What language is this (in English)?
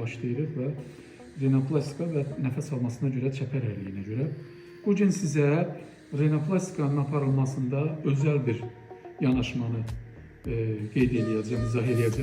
Azerbaijani